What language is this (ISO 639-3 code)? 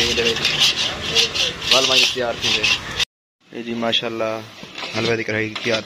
skr